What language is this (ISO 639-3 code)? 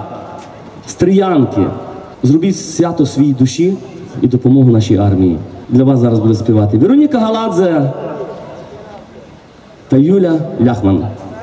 ukr